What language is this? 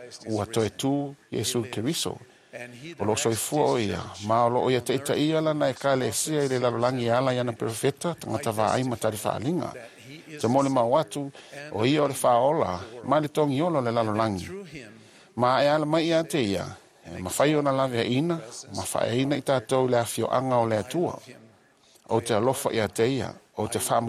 Samoan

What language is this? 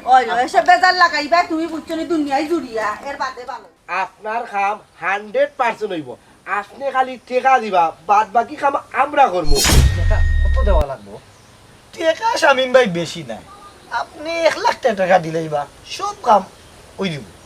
Sylheti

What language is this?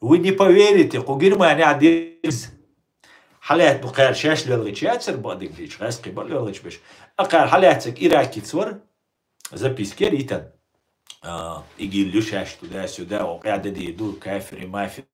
Chechen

